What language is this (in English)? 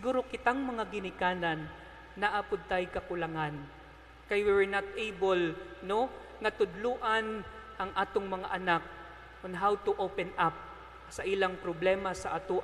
Cebuano